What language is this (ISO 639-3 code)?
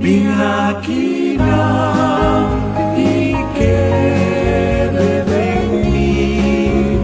pap